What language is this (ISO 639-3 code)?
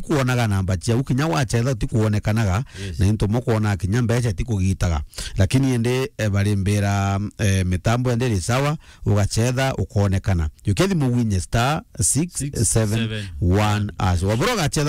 mer